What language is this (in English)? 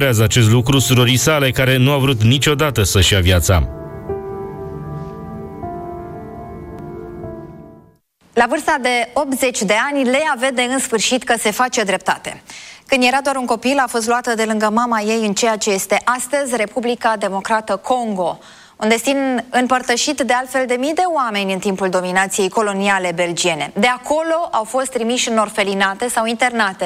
Romanian